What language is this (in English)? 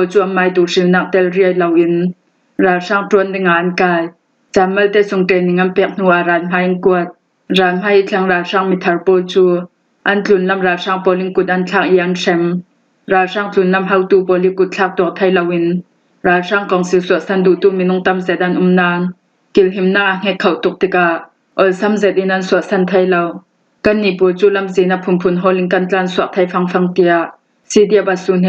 Falam Chin